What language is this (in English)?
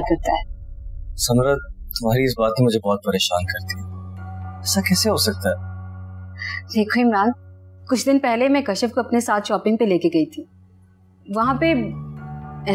Hindi